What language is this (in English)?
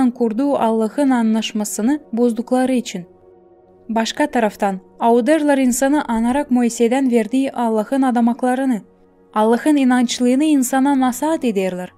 Gagauz